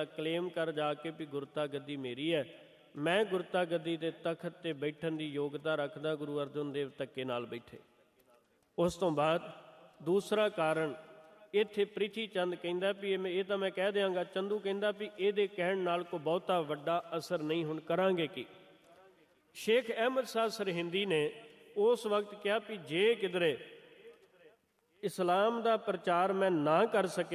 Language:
Punjabi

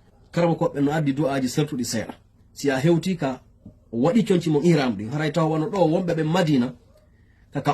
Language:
Fula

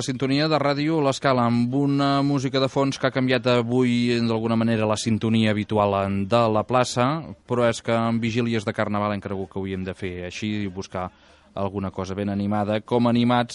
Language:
Catalan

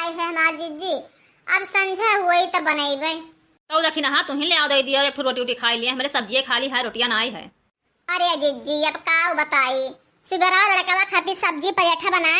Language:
Awadhi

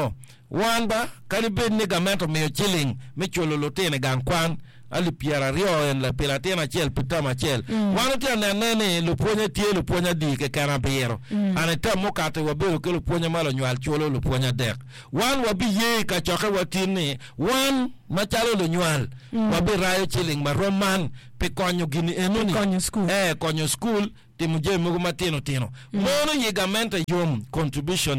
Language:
Acoli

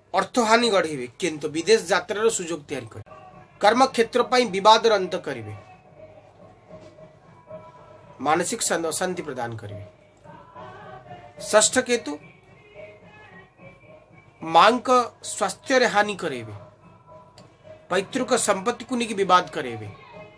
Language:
Odia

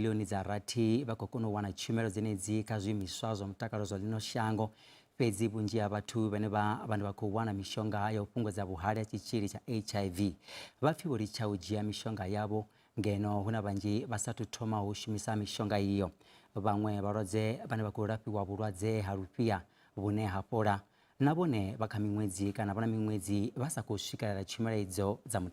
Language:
Venda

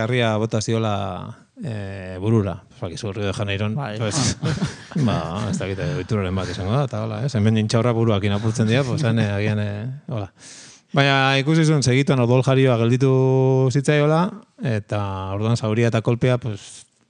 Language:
Basque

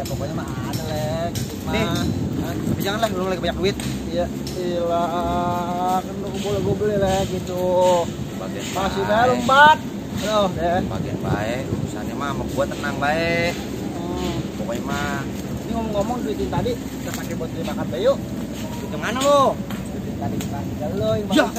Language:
Betawi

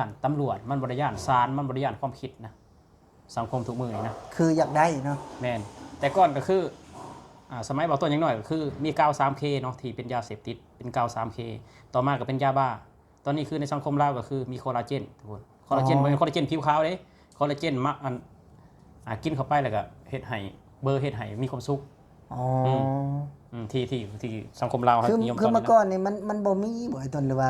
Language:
Lao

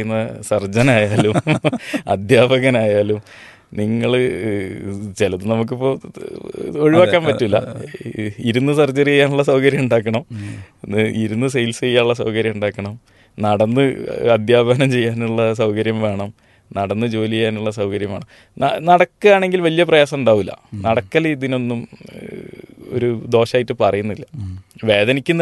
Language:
Malayalam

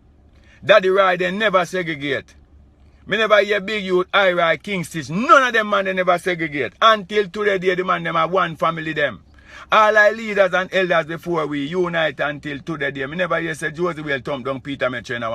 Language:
Jamaican Creole English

